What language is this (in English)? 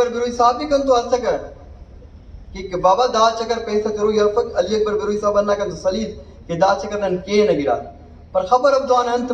Brahui